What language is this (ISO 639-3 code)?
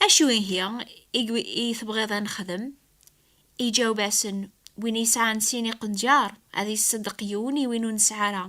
kab